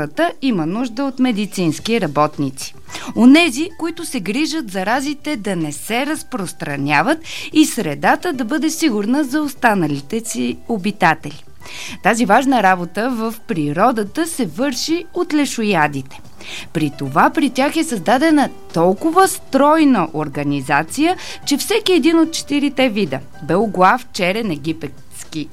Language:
Bulgarian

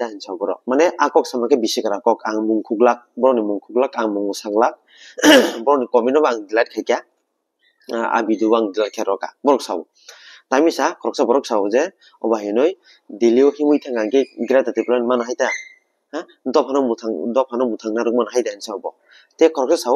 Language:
Kok Borok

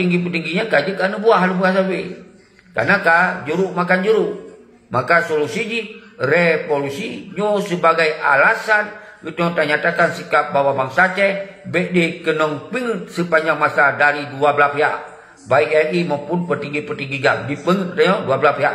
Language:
Achinese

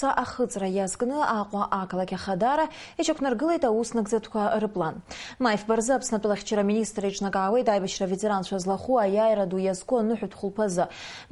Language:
Abkhazian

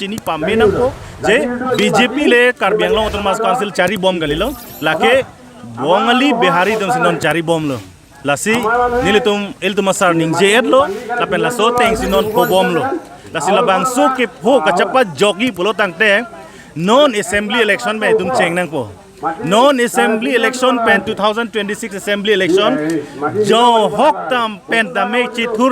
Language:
Karbi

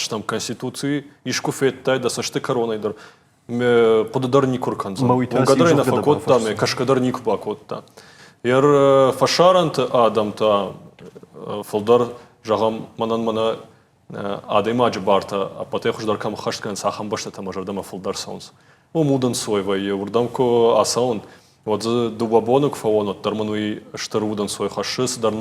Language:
Ossetic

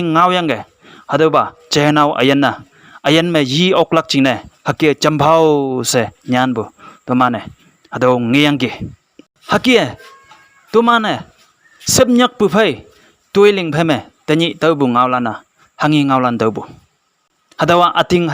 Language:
Konyak Naga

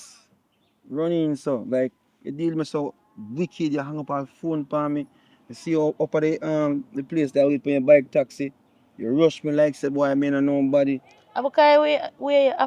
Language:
Jamaican Creole English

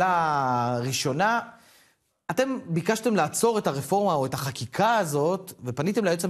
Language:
Hebrew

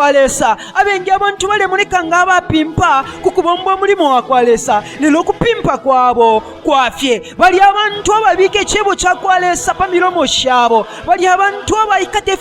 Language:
Bemba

